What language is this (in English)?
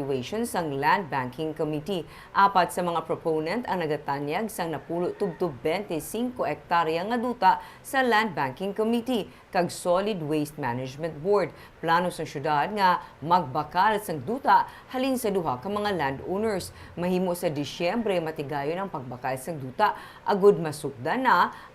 Hiligaynon